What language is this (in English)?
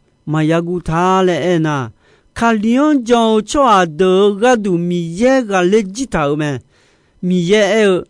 Akha